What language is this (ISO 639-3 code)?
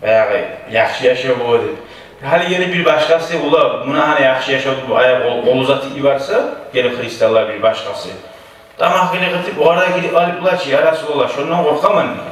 kum